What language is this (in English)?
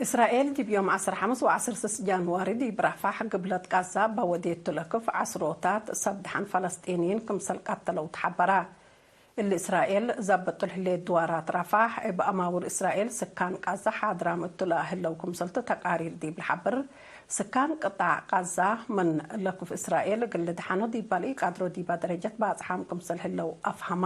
Tigre